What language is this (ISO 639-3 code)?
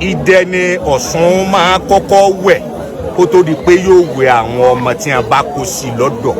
yor